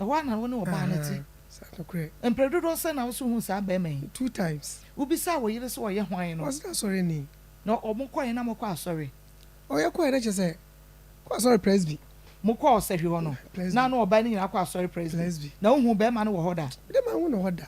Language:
Akan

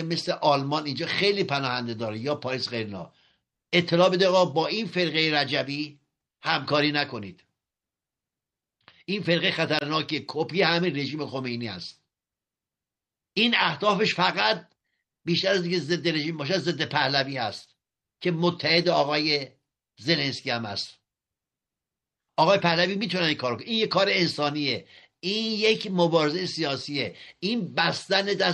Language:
Persian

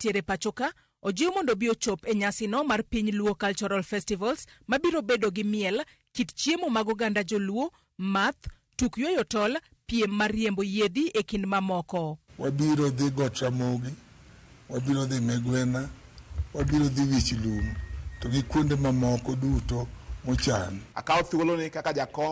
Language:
Luo (Kenya and Tanzania)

